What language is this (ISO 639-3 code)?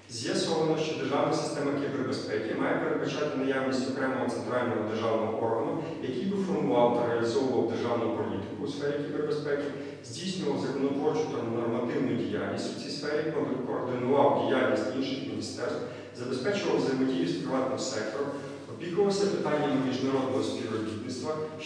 ukr